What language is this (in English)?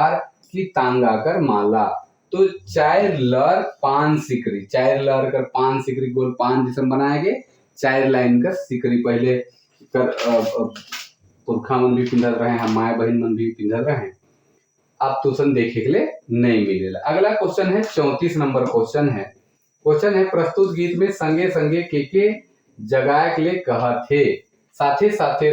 Sadri